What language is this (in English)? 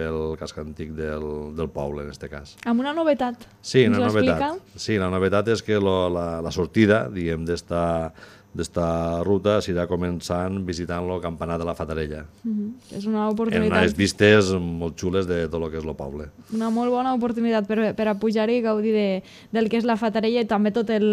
Catalan